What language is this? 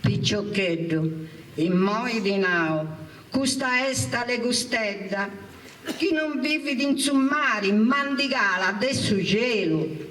Sardinian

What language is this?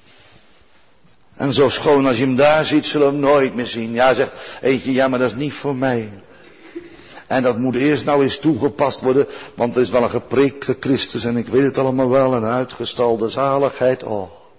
Dutch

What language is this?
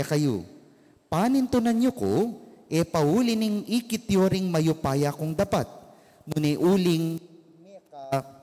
Pampanga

